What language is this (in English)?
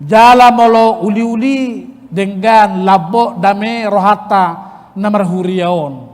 Batak Toba